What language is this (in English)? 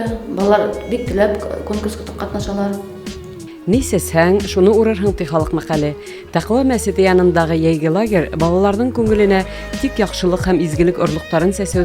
Bashkir